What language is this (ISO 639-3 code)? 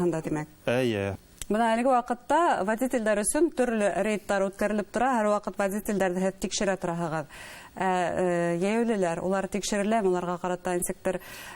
bak